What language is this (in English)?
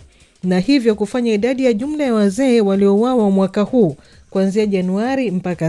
Swahili